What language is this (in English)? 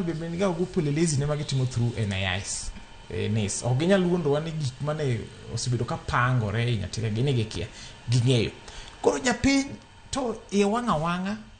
Luo (Kenya and Tanzania)